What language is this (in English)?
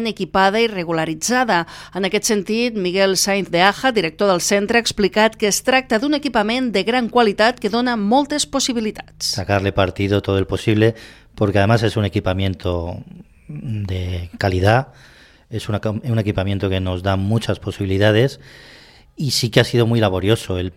Catalan